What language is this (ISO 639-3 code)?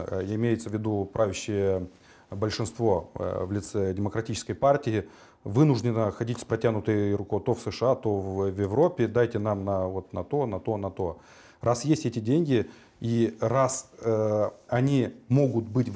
rus